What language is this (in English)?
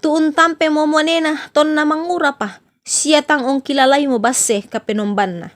Toraja-Sa'dan